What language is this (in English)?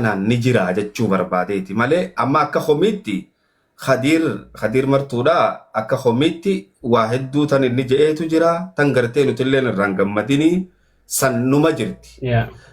Oromo